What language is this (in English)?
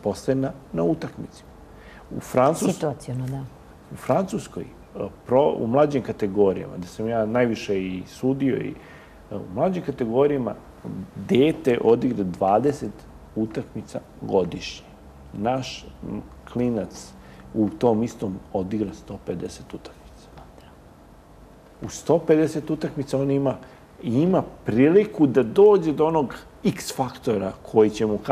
Serbian